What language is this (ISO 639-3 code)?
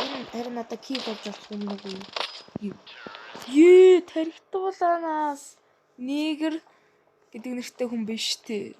mon